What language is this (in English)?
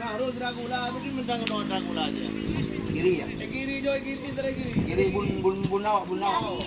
Madurese